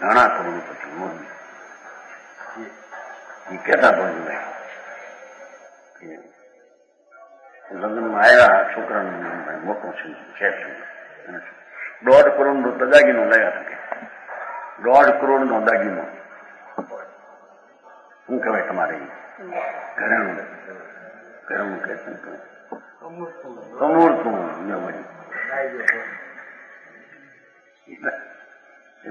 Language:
Gujarati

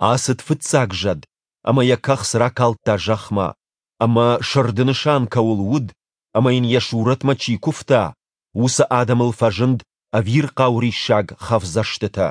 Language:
Ossetic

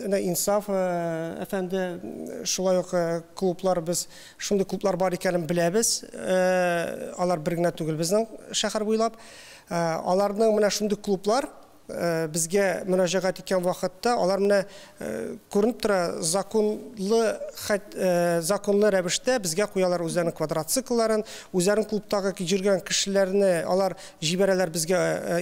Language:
Tatar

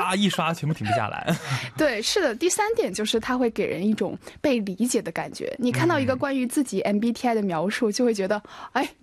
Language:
Chinese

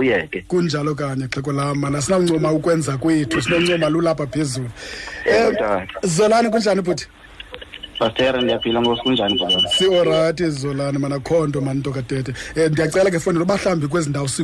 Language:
Xhosa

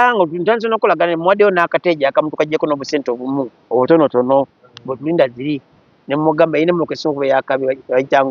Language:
Ganda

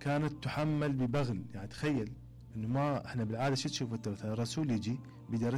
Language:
Mesopotamian Arabic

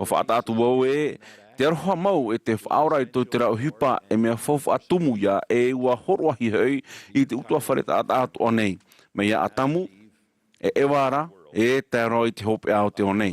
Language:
Tahitian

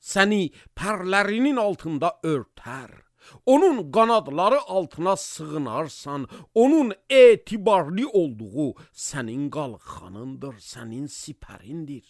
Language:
Azerbaijani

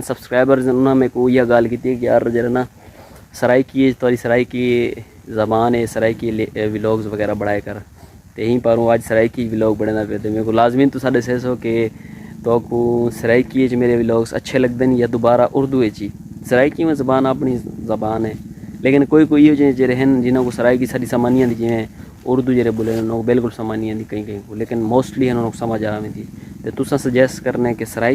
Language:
Saraiki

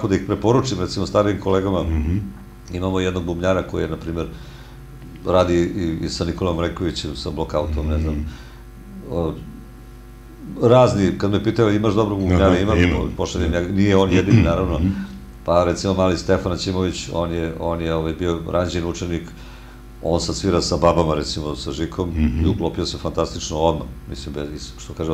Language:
Serbian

